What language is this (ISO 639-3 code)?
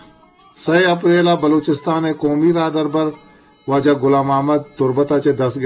bgp